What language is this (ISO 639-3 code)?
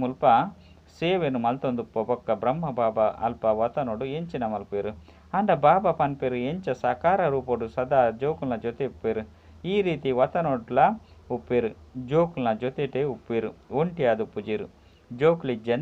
tcy